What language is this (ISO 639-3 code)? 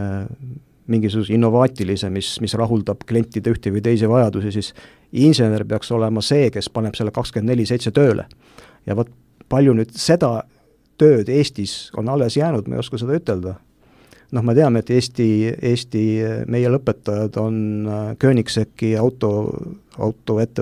est